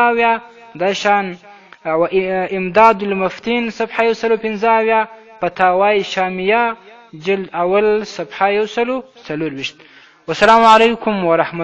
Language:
Pashto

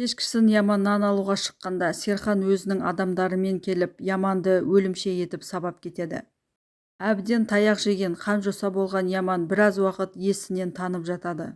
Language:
Kazakh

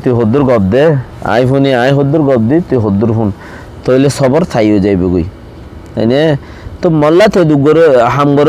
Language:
Rohingya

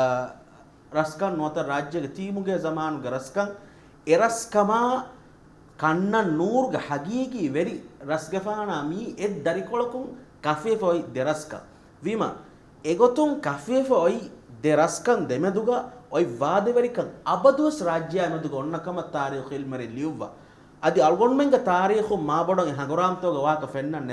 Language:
Divehi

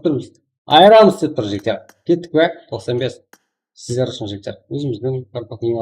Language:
Kara-Kalpak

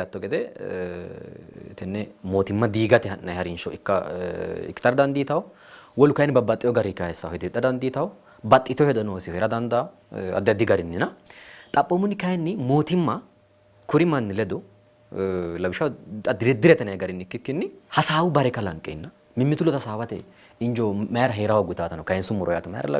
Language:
Sidamo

